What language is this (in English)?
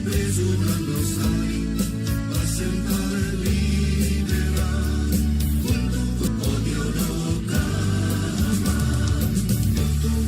Papiamento